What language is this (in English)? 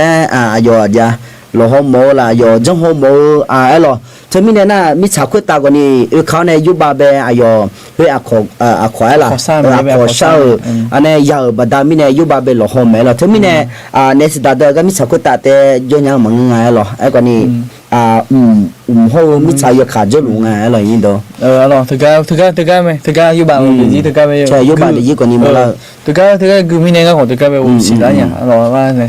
Akha